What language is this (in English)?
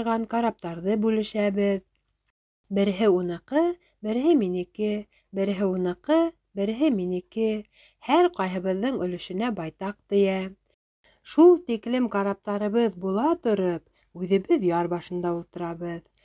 Bashkir